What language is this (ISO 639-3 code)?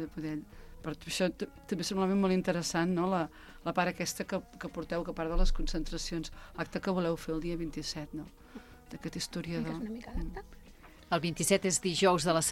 cat